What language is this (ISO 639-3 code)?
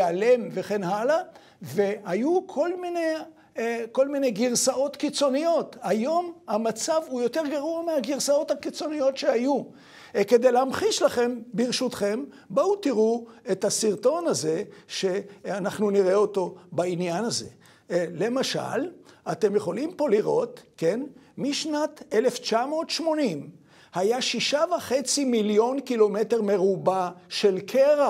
heb